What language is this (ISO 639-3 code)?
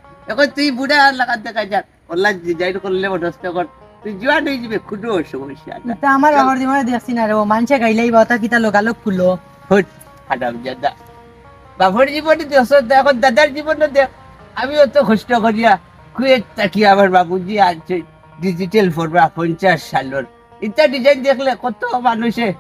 syl